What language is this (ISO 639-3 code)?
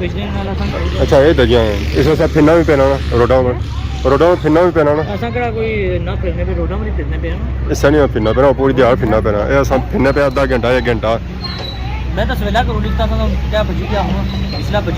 phr